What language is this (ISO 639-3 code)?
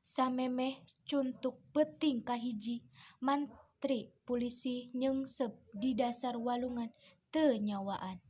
sun